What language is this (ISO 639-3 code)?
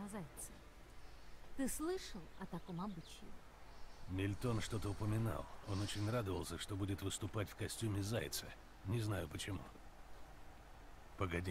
rus